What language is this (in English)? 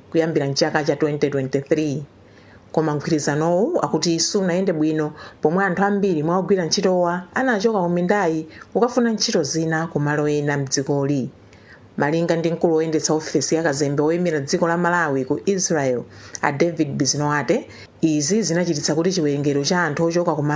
Nyanja